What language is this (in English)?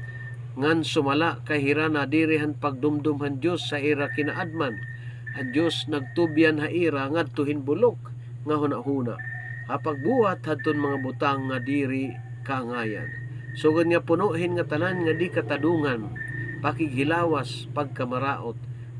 Waray